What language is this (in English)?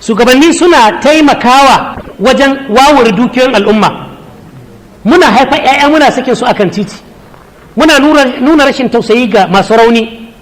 Hausa